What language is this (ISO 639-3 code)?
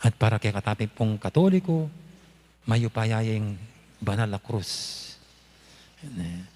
pam